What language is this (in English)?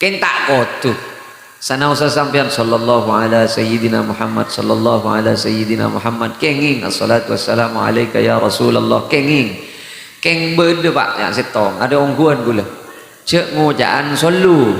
Madurese